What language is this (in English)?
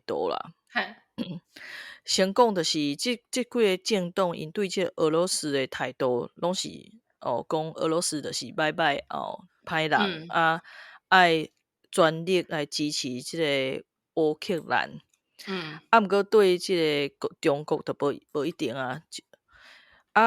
Min Nan Chinese